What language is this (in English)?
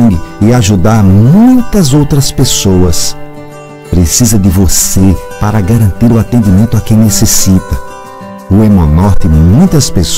Portuguese